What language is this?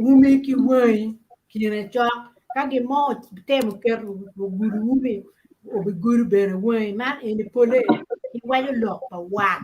Acoli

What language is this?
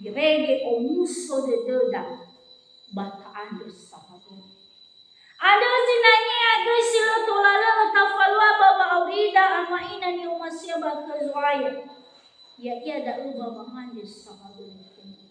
Nias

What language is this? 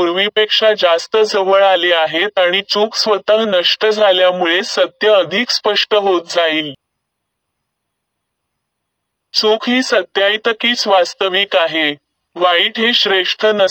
Marathi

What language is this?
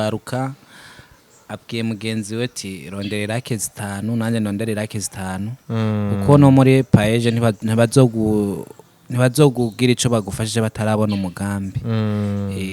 Rundi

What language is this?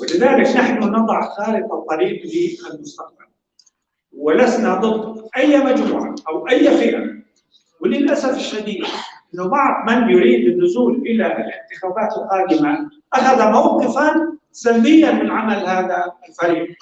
North Levantine Arabic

